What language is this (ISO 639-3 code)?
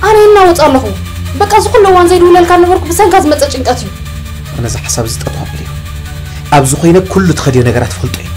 tir